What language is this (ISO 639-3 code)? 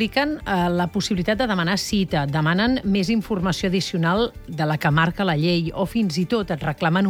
cat